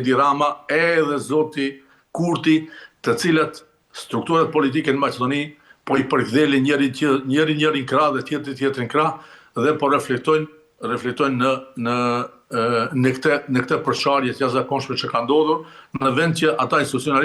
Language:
Albanian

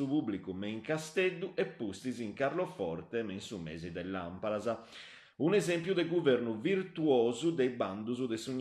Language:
Sardinian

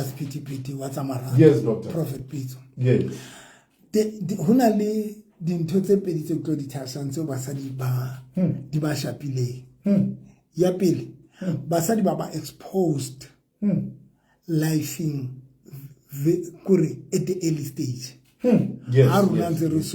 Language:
Southern Sotho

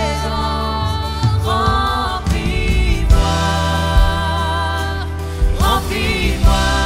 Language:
French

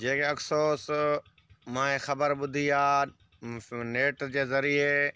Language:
Sindhi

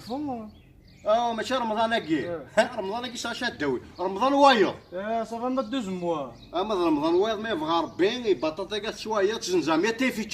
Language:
Kabyle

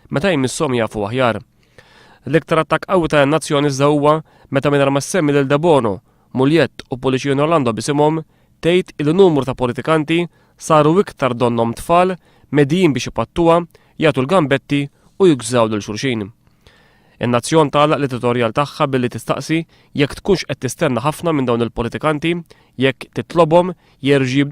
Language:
Maltese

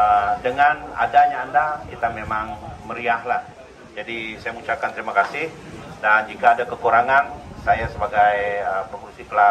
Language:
Malay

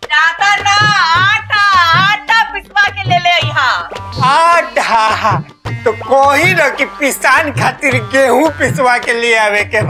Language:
Bhojpuri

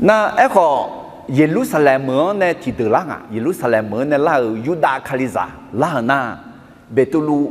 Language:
Akha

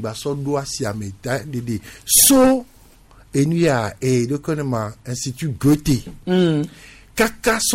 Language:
Gen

